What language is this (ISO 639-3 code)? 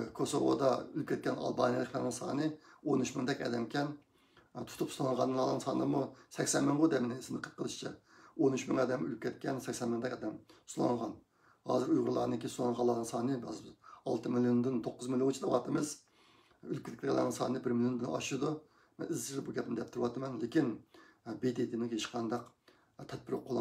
uig